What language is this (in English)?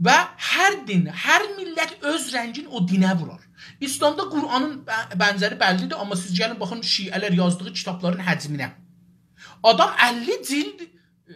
South Azerbaijani